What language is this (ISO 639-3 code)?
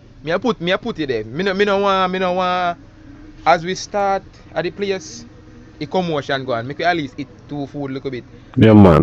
jam